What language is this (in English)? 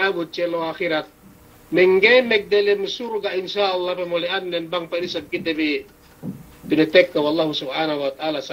Yakan